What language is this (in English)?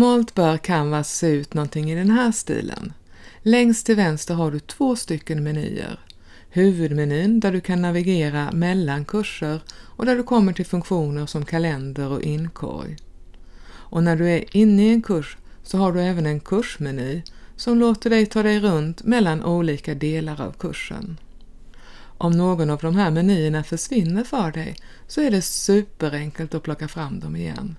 Swedish